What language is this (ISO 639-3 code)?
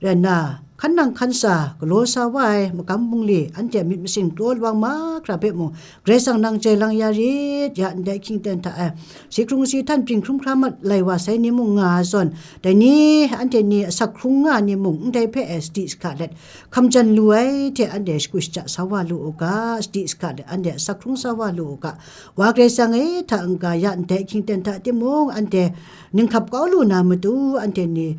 kac